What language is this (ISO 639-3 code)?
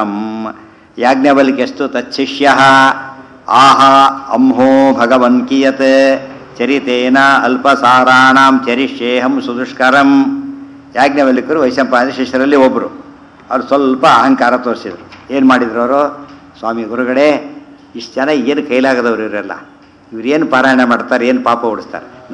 kan